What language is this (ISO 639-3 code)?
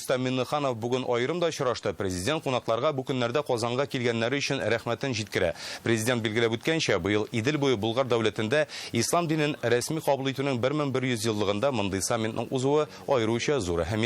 tat